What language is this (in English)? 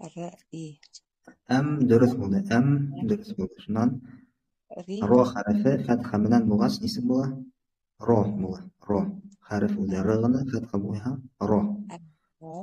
Bashkir